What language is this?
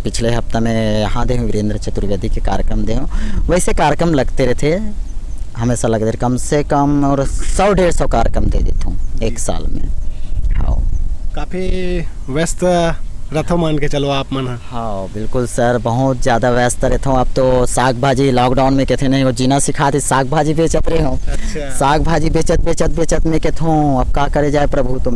Chhattisgarhi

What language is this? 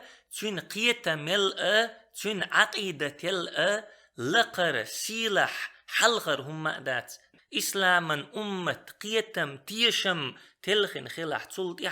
Chechen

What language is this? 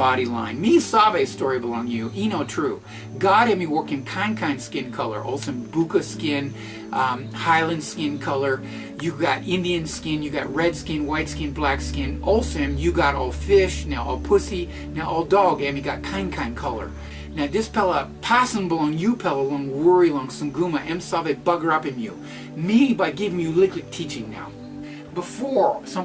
Tok Pisin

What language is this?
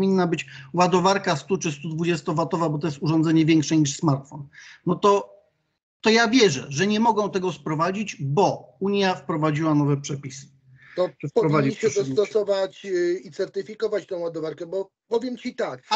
Polish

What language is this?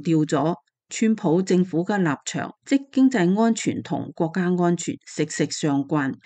Cantonese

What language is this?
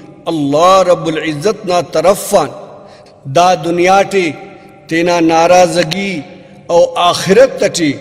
Brahui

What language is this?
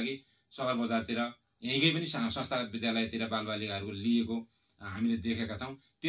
Nepali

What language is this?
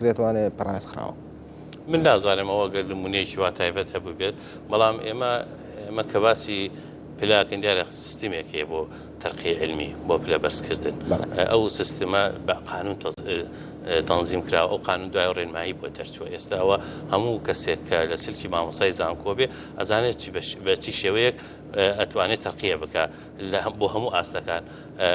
Central Kurdish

